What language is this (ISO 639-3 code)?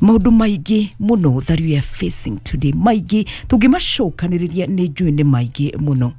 kik